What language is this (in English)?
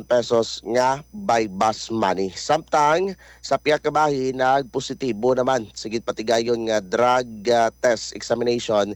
Hiligaynon